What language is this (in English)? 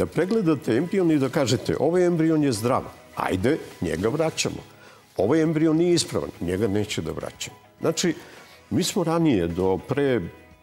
Serbian